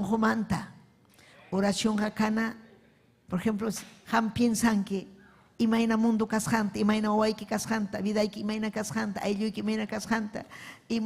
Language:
Ayacucho Quechua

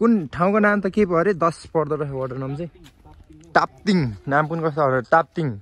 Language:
Nepali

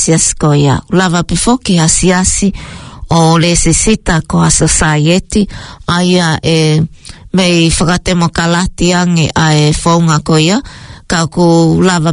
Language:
Tongan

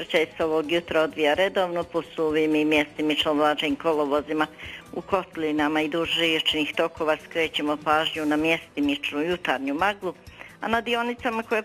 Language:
Bosnian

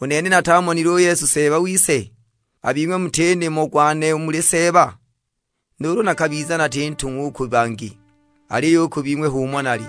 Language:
Sukuma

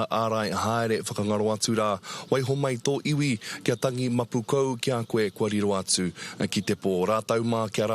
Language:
Māori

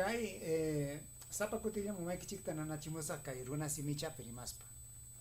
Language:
Ayacucho Quechua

